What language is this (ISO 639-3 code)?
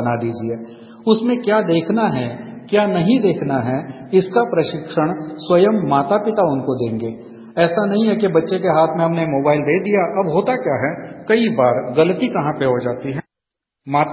hin